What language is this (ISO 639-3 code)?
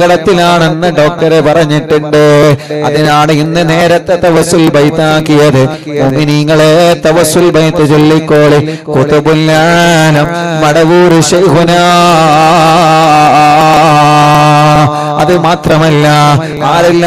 mal